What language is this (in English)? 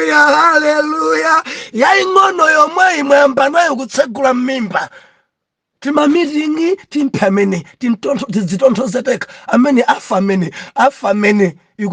Nyanja